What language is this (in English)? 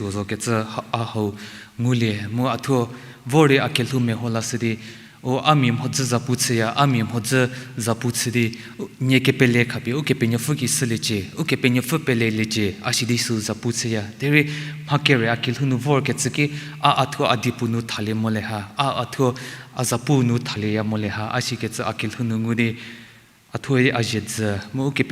Angami Naga